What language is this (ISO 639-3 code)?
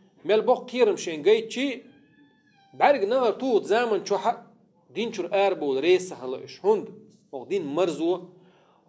che